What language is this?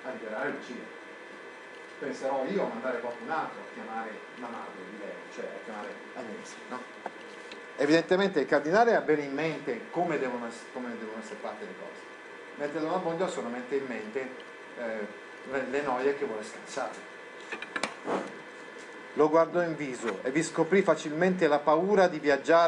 Italian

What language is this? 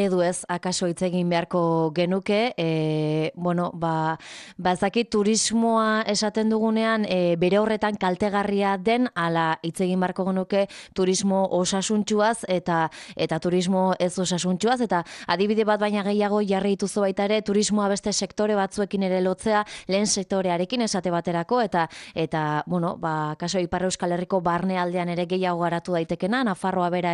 Basque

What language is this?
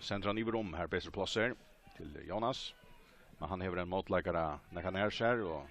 Faroese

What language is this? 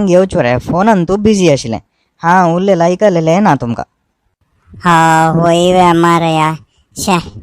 Konkani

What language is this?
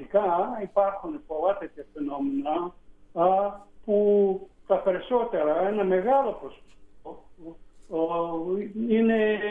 Greek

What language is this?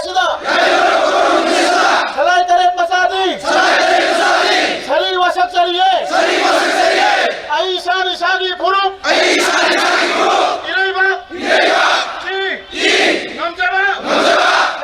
Manipuri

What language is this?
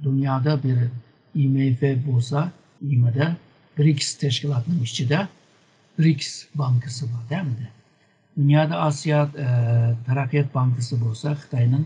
Uyghur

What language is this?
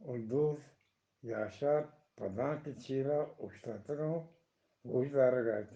Eastern Balochi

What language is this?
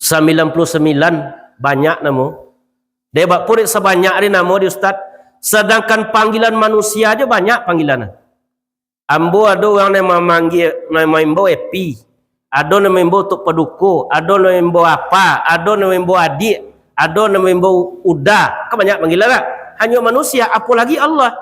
Minangkabau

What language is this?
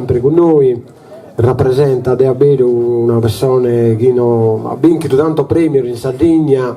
Sardinian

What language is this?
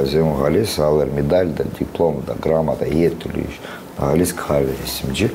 Gagauz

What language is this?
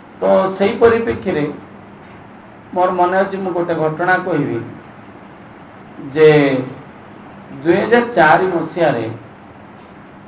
Odia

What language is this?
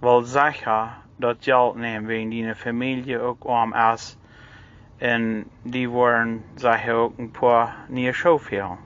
Plautdietsch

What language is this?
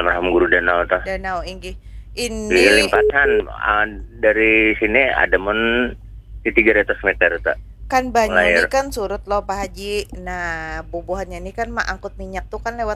Banjar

